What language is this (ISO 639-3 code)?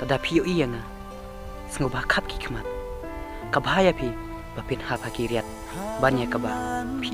kha